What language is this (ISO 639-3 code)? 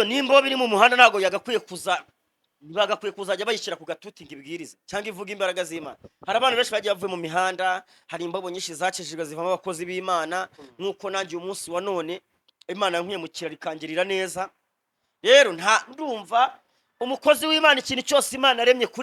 kin